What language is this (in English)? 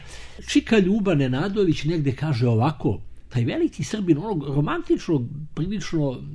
Serbian